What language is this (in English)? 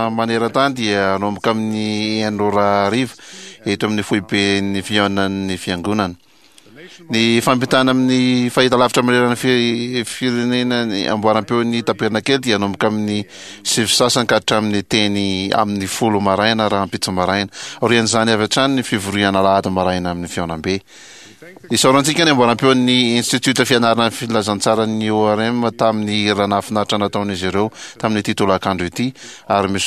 Malagasy